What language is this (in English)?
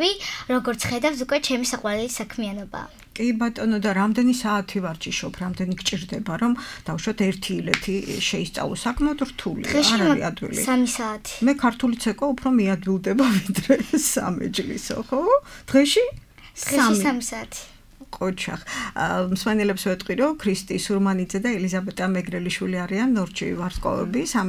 Georgian